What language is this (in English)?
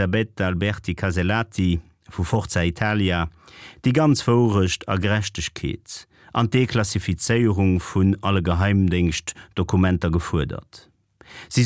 Luxembourgish